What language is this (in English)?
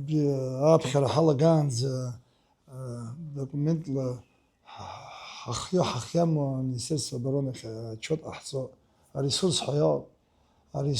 Abkhazian